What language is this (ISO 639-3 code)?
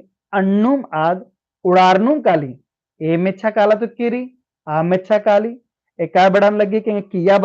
kru